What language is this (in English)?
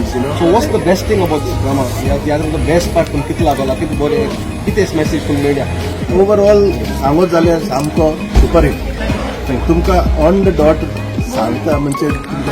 Konkani